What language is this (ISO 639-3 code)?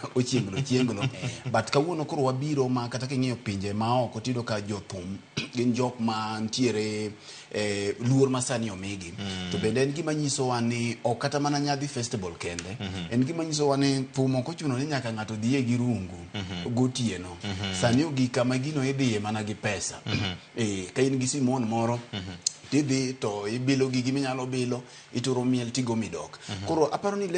luo